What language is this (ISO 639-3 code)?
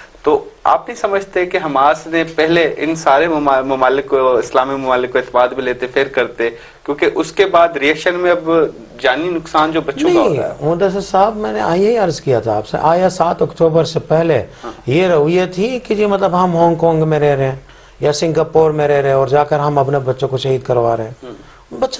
urd